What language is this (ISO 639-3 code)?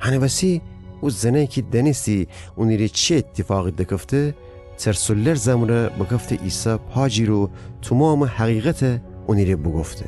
glk